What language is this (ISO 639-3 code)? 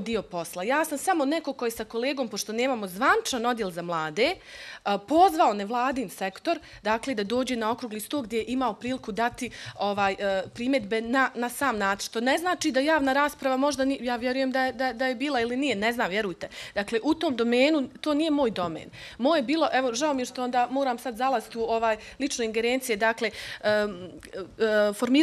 bos